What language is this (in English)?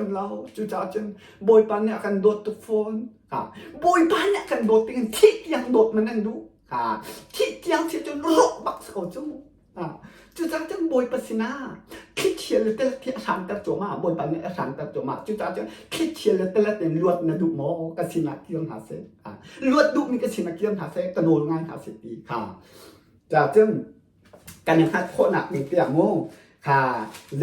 Hakha Chin